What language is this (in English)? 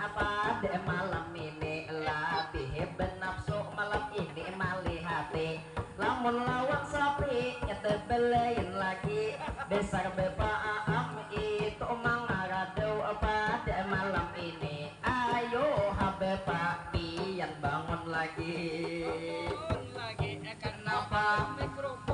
Banjar